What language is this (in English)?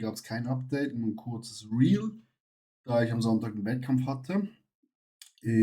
Swiss German